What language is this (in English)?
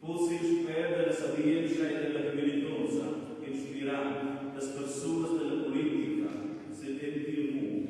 Romansh